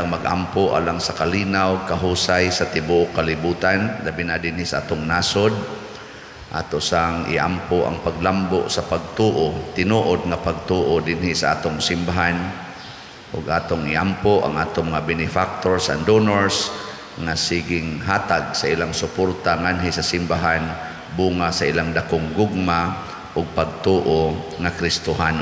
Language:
Cebuano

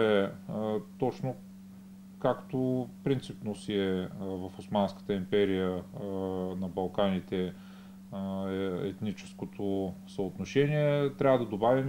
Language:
Bulgarian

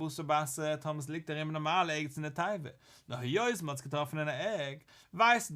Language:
Yiddish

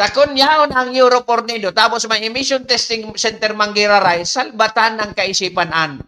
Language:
Bikol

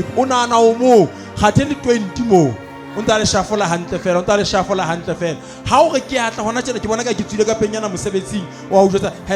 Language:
Southern Sotho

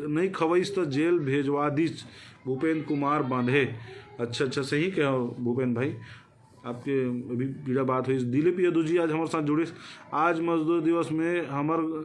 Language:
Chhattisgarhi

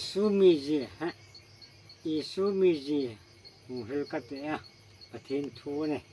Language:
Hmar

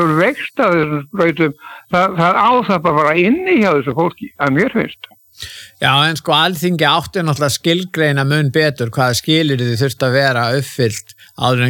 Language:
Icelandic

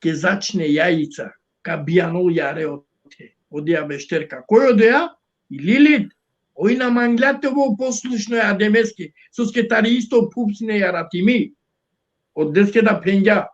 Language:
Balkan Romani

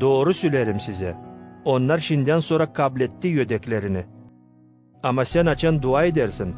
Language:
Gagauz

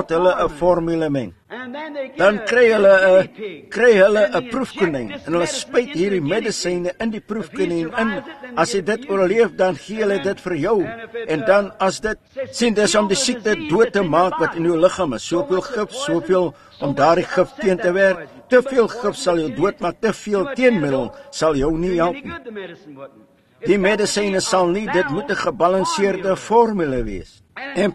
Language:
Afrikaans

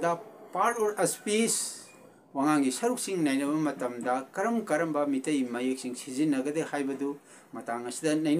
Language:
Manipuri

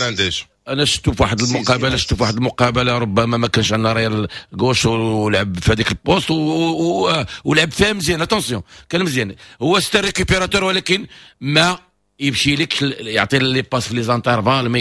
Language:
Moroccan Arabic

